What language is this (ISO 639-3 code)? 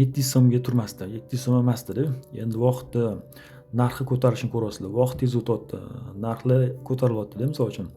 uzb